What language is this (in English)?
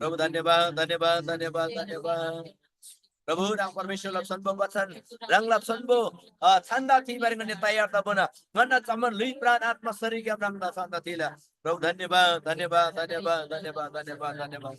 Eastern Tamang